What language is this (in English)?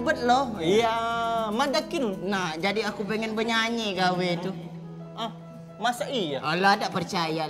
Musi